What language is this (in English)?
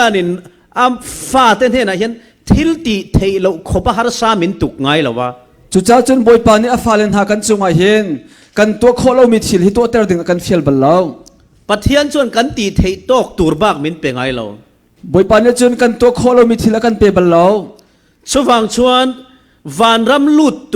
Falam Chin